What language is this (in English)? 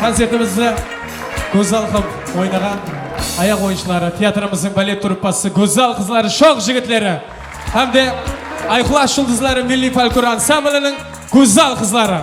Kara-Kalpak